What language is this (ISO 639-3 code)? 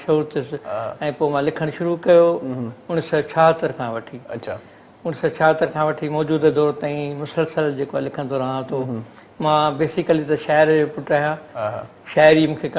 snd